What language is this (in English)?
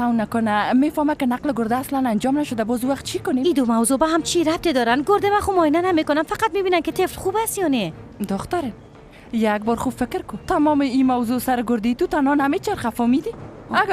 Persian